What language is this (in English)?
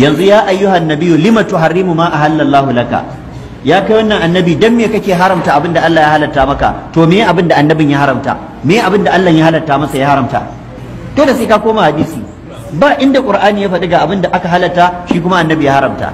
Hausa